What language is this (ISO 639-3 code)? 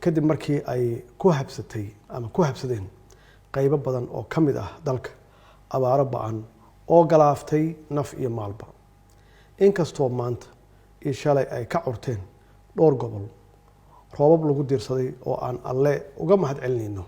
som